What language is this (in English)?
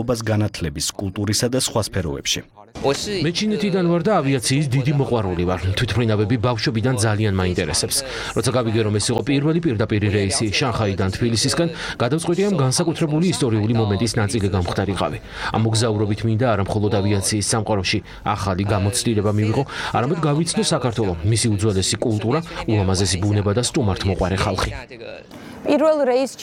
Georgian